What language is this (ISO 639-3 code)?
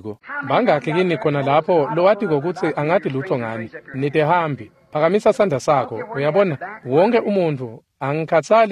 ssw